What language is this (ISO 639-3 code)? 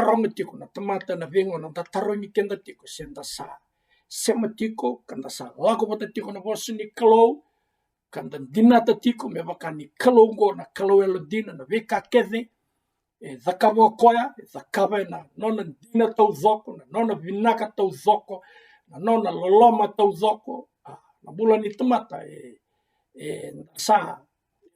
fij